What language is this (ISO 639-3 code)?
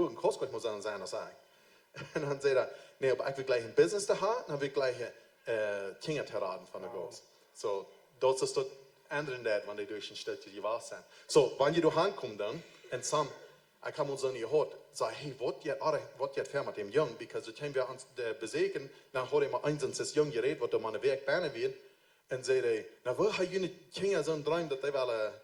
pdt